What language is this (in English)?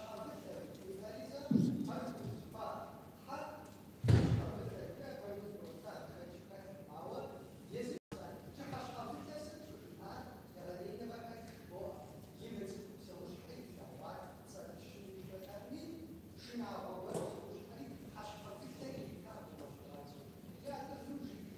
Kabardian